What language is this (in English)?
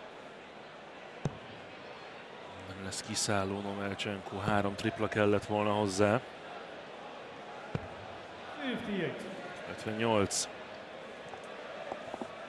Hungarian